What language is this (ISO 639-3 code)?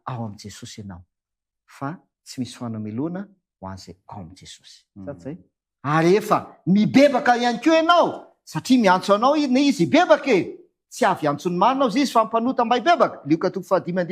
mlg